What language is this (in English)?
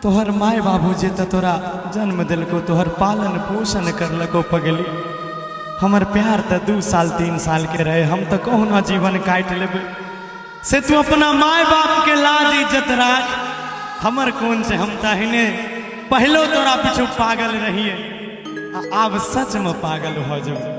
Maithili